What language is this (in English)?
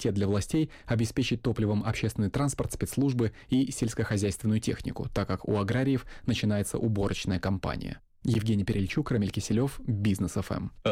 Russian